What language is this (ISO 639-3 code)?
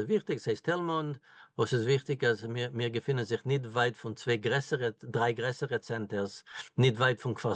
yid